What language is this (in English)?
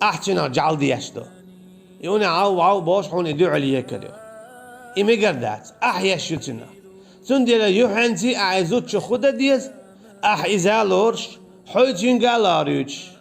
Chechen